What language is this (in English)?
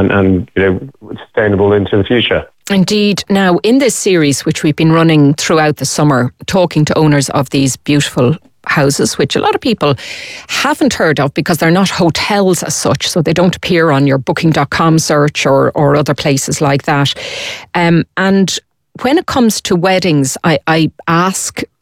English